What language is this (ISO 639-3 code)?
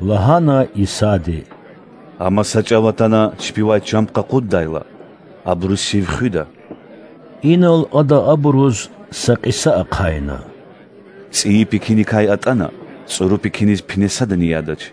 lez